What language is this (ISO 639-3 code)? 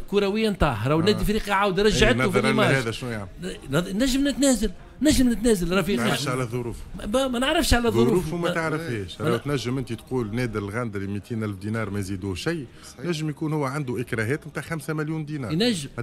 aeb